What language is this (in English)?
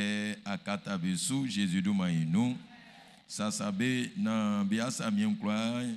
Baoulé